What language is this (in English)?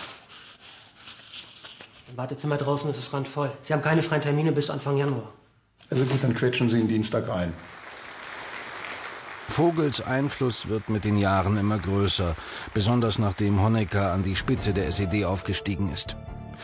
German